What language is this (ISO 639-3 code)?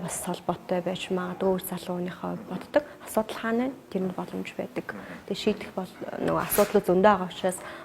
mon